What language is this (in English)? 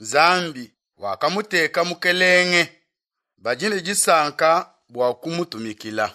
Luba-Lulua